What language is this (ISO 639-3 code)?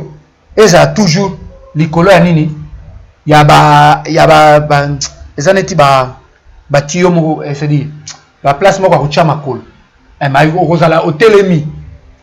lin